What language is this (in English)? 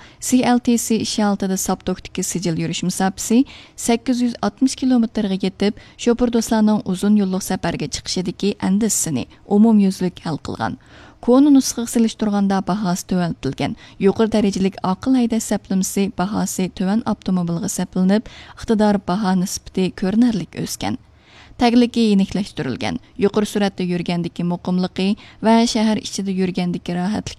Uyghur